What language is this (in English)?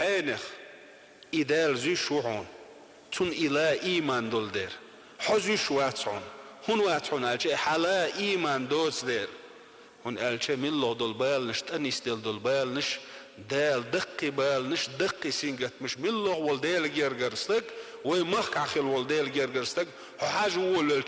Chechen